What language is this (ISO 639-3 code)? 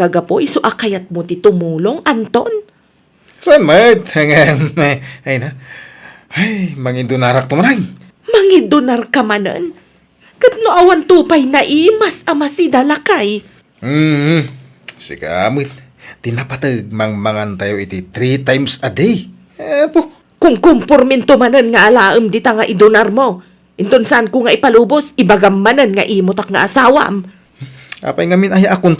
ilo